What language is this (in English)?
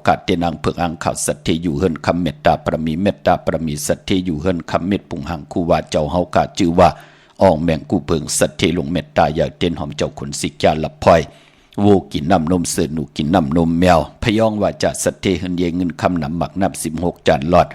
Shan